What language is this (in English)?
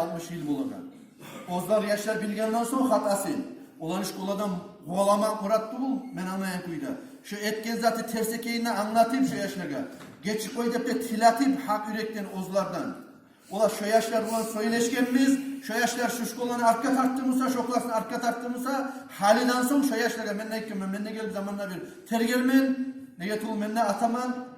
Kumyk